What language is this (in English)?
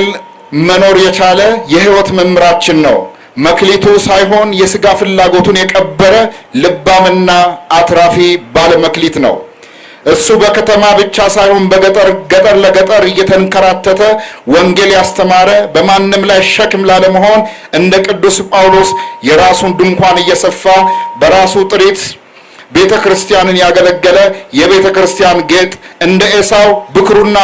Amharic